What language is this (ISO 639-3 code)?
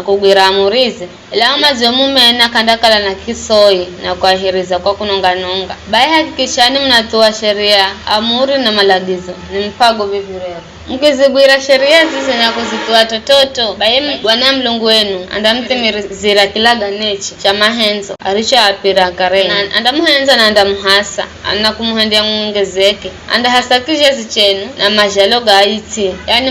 nyf